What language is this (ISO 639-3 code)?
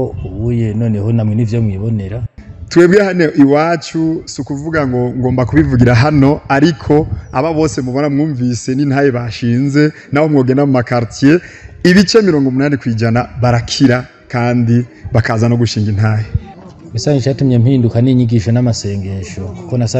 run